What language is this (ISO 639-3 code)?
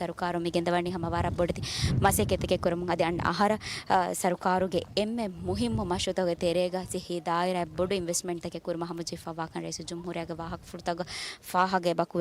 div